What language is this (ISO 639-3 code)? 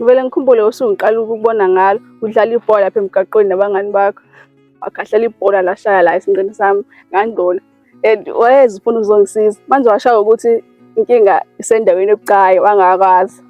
zul